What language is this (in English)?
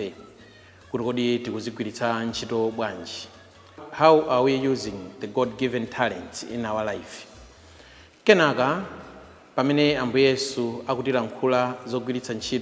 Nyanja